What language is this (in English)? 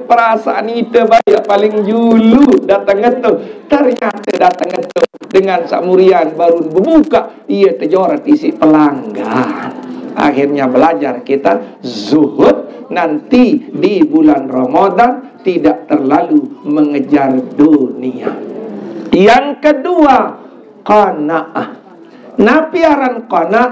Sasak